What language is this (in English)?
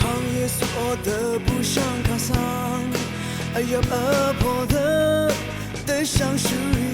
Rawang